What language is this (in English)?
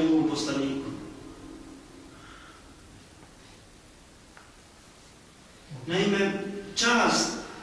Bosnian